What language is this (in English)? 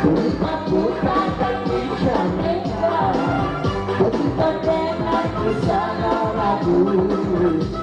Minangkabau